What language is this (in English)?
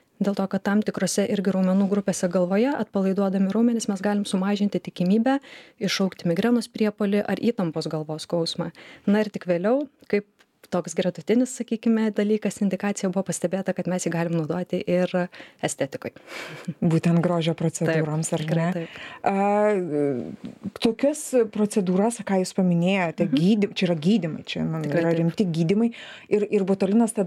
Lithuanian